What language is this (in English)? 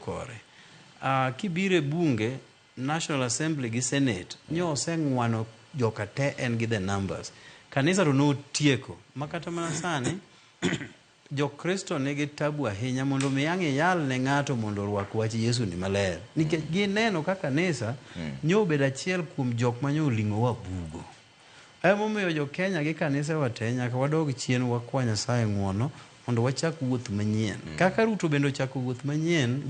Luo (Kenya and Tanzania)